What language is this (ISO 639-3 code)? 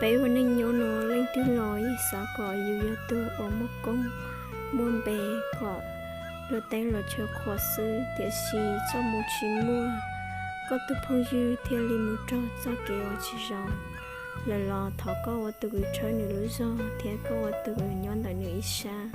hmn